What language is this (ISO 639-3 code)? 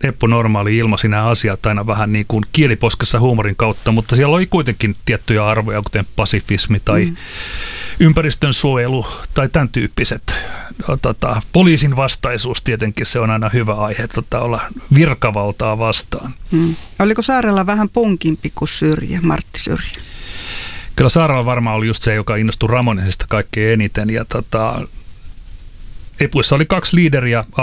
fin